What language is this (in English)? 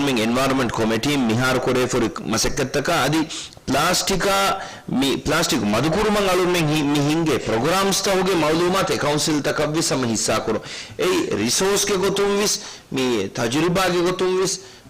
Divehi